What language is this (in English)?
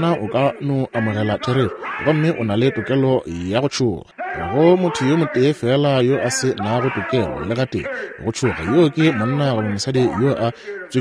Northern Sotho